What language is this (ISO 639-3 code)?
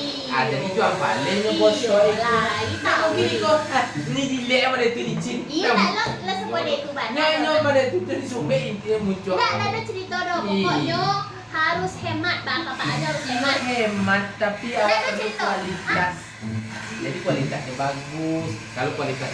min